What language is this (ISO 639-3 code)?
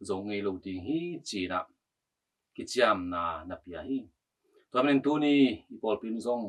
ctd